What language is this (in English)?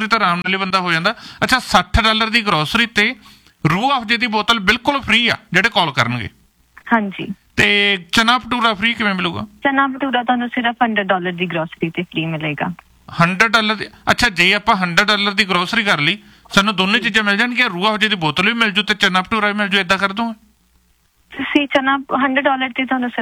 Punjabi